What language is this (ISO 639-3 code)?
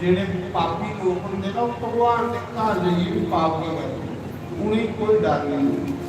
doi